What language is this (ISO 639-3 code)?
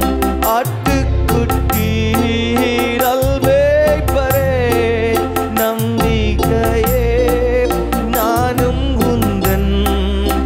tam